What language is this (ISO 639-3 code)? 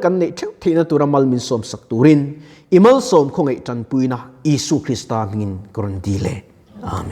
lus